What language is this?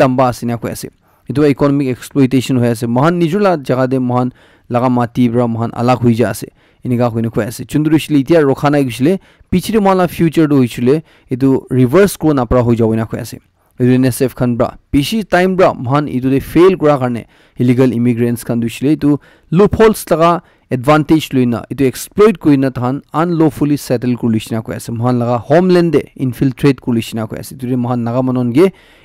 Naga Pidgin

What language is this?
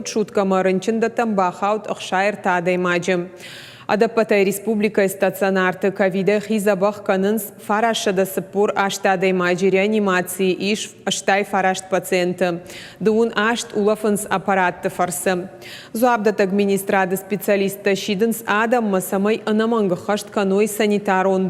Ossetic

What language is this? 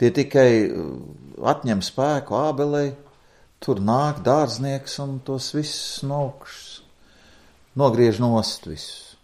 Latvian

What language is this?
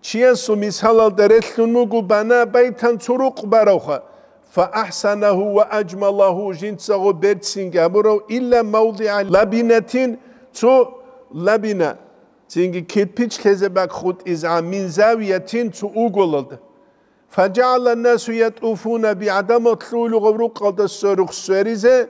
Avaric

